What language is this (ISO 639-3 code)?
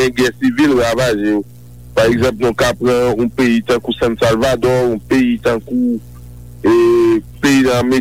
hat